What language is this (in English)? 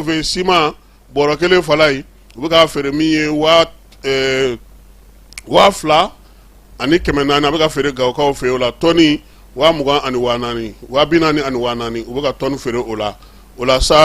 Bambara